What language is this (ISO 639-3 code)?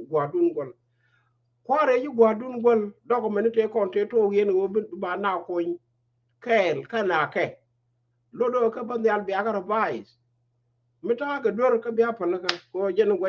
nus